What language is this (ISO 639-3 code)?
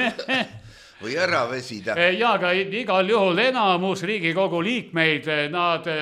est